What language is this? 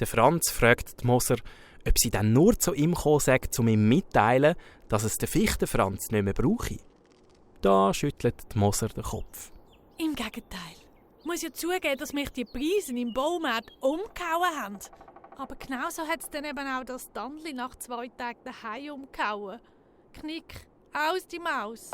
Swiss German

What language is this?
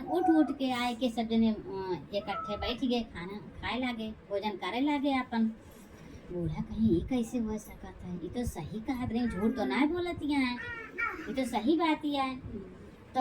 Awadhi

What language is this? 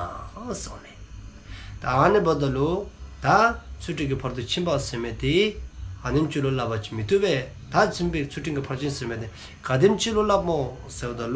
Dzongkha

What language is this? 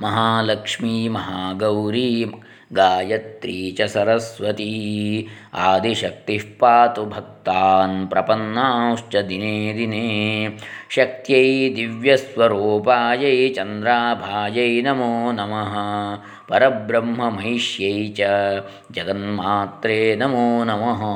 Sanskrit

